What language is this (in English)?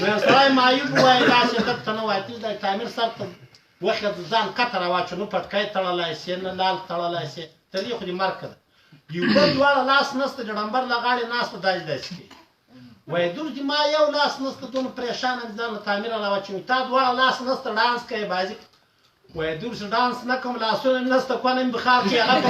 Pashto